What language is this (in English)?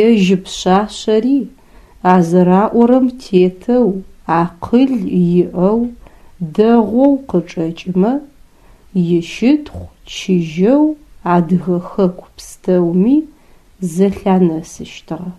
Adyghe